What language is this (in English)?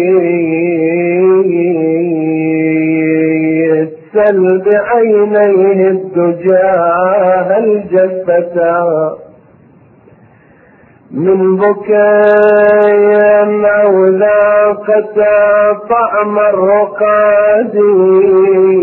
Arabic